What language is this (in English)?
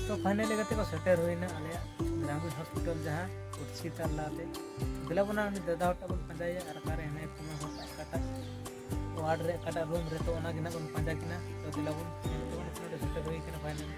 Santali